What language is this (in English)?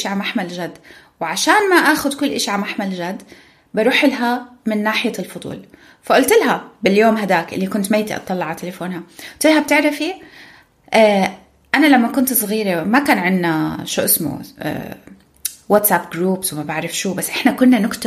North Levantine Arabic